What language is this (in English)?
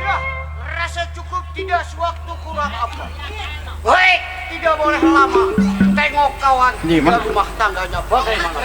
Betawi